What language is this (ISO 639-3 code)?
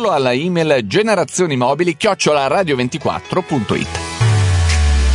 ita